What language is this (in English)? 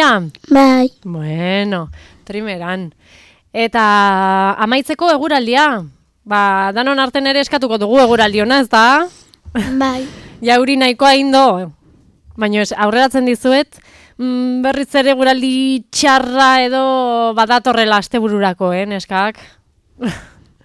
Basque